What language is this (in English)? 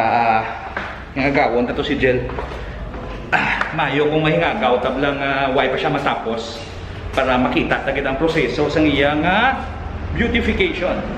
Hiligaynon